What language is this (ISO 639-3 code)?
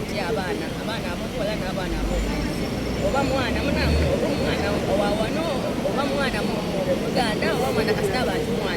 xog